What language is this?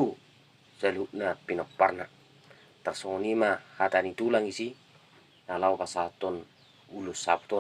Batak Toba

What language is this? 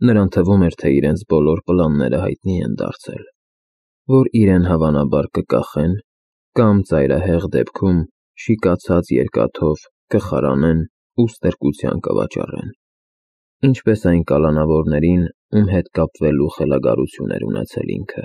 Armenian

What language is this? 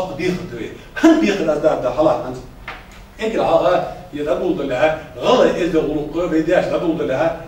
Ingush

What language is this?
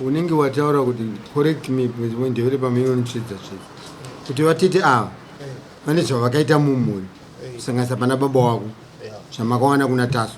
Shona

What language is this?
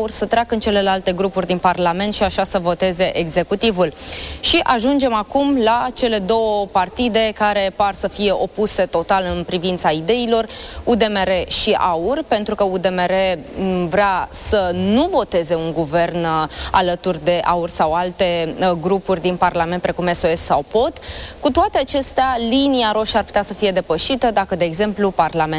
Romanian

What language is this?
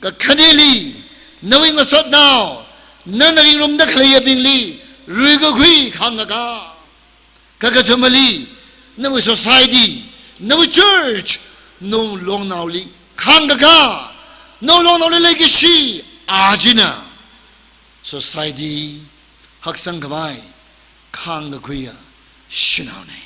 Tangkhul Naga (India)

